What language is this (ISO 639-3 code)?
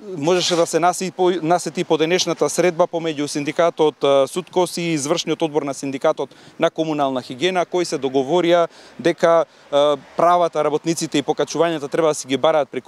mkd